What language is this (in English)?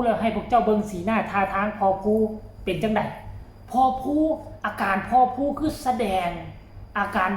Northeastern Thai